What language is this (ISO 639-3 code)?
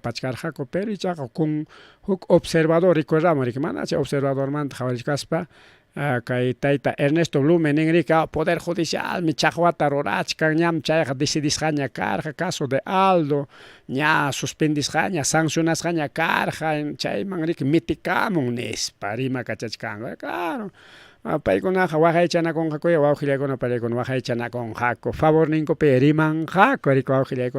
quy